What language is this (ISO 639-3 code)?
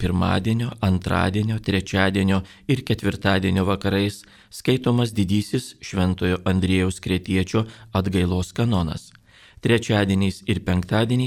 lit